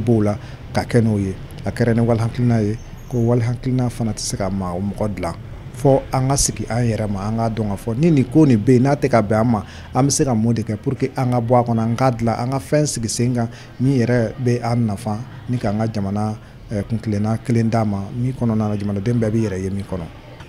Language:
Bambara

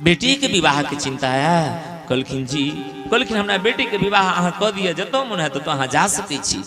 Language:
Maithili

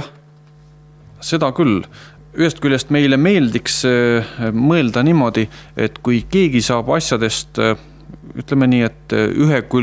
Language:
Estonian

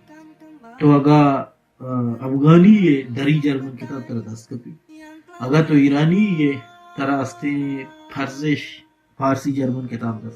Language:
Baluchi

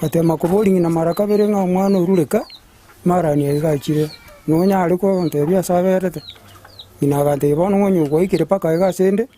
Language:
Gusii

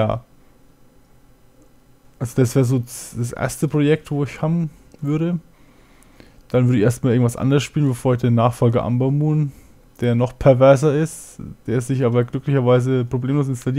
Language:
German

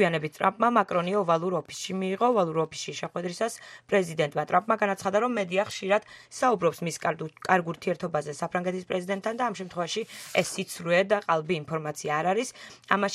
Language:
Georgian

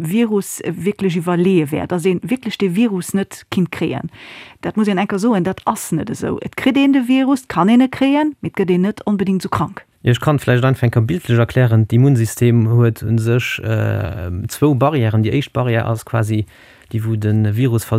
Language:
Luxembourgish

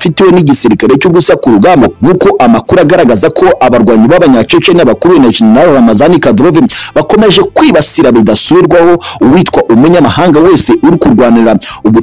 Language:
Kinyarwanda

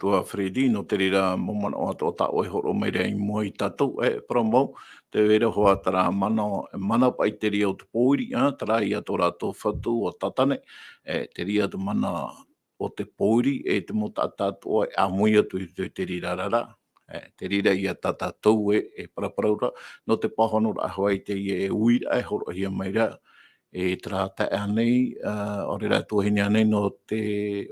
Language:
Tahitian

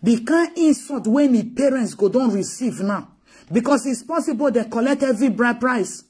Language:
Nigerian Pidgin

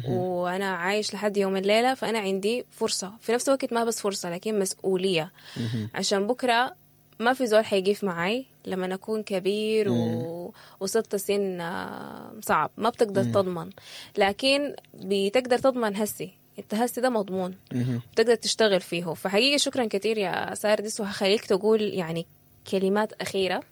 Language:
Sudanese Arabic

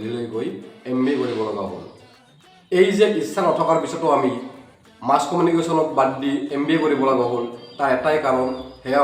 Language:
Assamese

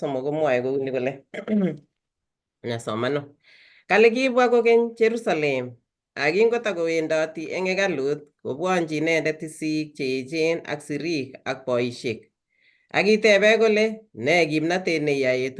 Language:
Kalenjin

